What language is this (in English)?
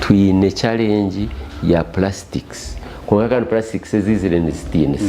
Nyankole